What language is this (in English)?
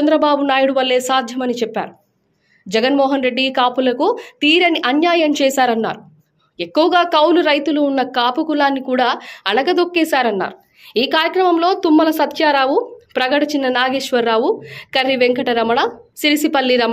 Telugu